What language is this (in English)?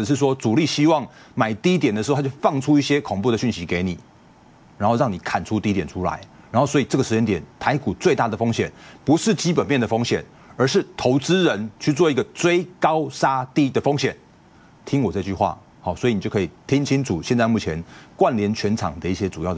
Chinese